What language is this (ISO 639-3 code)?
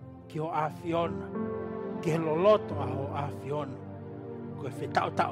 ton